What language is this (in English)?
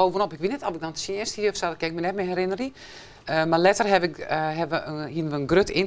Western Frisian